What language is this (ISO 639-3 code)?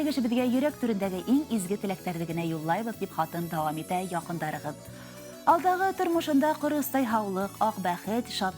bak